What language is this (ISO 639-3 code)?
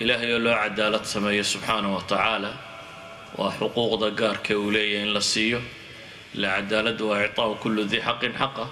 som